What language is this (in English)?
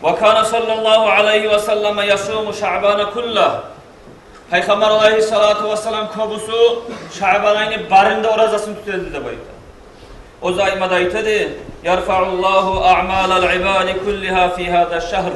Kumyk